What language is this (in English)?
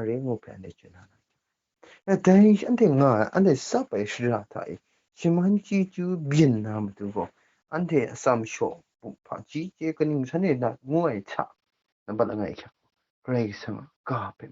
Kachin